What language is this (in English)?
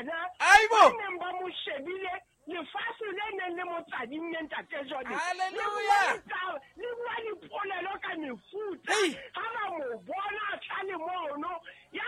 Southern Sotho